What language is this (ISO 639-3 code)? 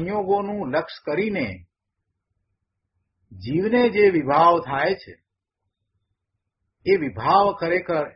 guj